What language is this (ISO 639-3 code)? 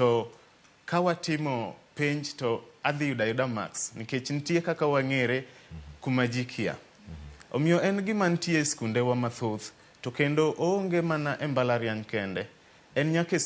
luo